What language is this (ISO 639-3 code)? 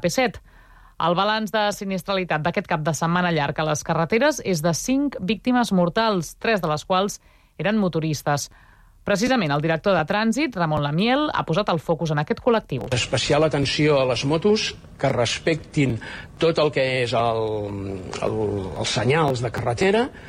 cat